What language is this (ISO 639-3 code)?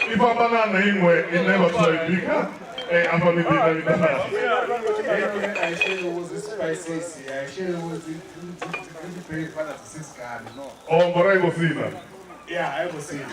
ven